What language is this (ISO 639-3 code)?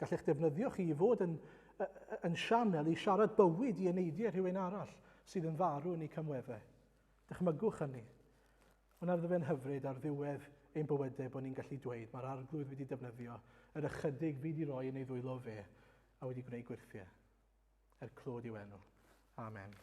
cym